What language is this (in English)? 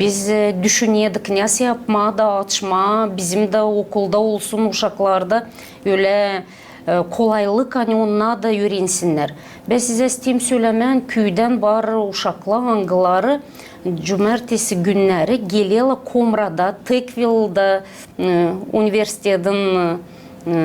Gagauz